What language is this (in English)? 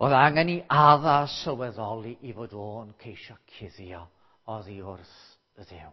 Welsh